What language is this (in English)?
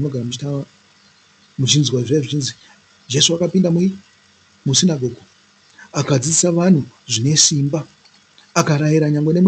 Shona